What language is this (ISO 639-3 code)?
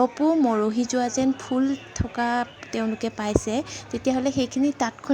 asm